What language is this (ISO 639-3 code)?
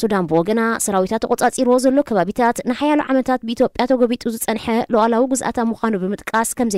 tir